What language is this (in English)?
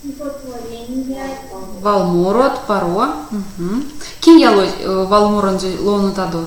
Erzya